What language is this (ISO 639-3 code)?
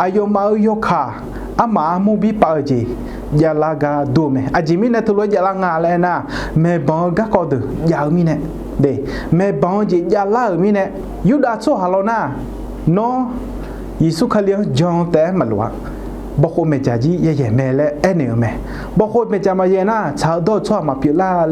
ahk